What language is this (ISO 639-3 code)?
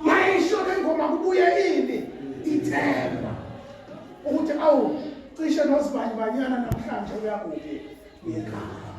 zul